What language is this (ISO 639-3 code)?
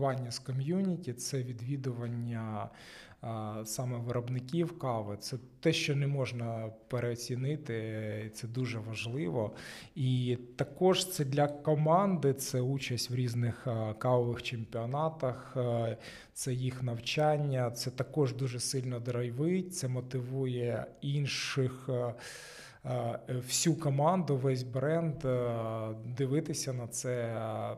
ukr